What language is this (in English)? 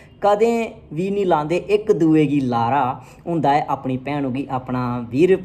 Dogri